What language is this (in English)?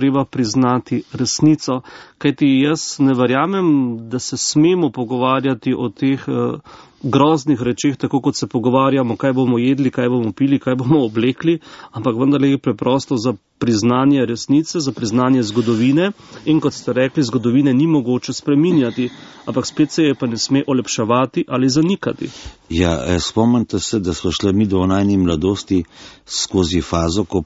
Slovenian